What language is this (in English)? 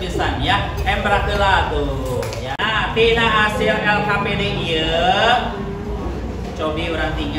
Sundanese